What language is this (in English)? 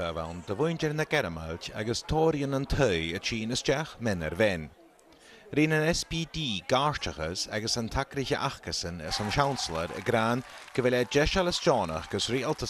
Scottish Gaelic